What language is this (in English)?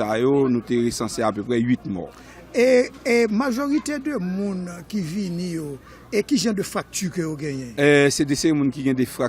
Haitian Creole